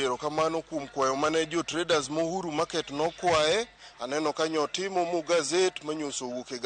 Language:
Luo (Kenya and Tanzania)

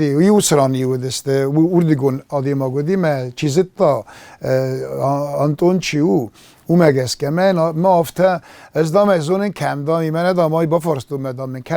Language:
Ossetic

